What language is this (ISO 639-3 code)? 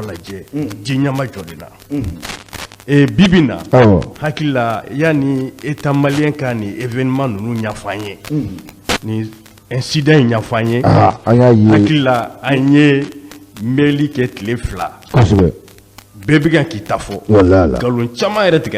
bam